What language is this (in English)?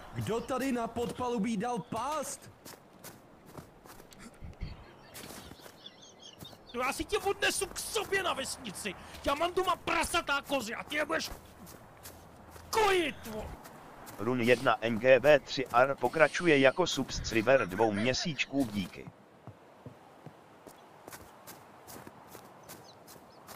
Czech